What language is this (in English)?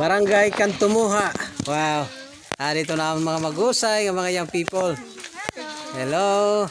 Waray